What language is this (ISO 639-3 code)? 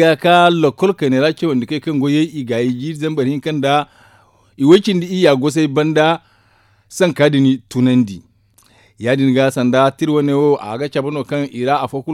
dje